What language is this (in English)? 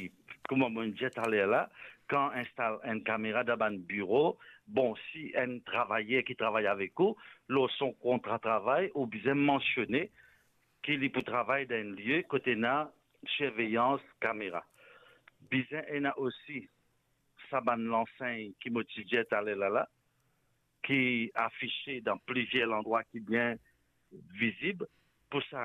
Morisyen